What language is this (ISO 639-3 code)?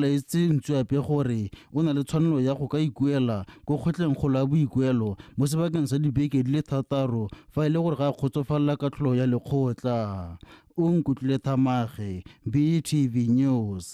tsn